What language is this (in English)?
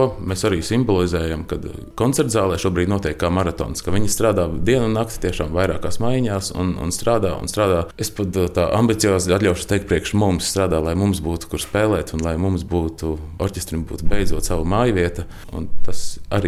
Latvian